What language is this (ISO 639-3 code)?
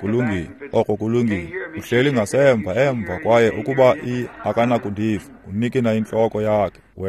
xho